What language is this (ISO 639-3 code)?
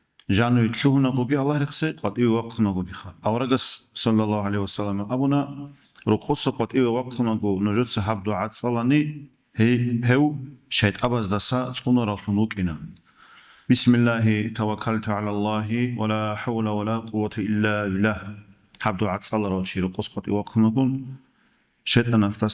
ava